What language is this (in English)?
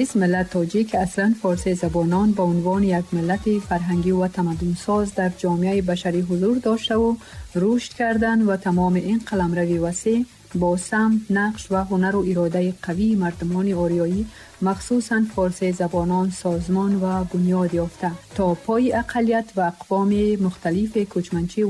Tajik